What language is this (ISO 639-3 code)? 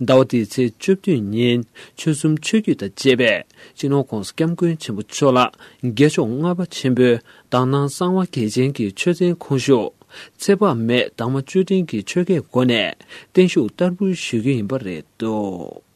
bod